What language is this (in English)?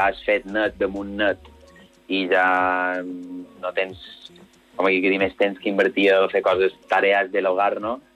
Catalan